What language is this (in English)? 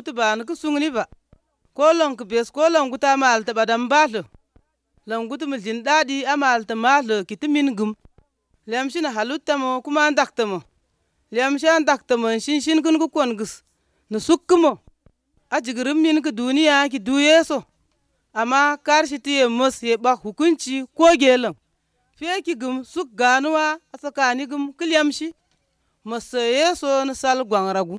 Azerbaijani